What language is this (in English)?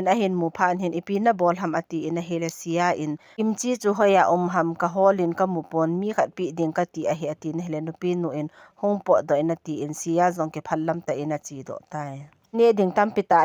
Thado Chin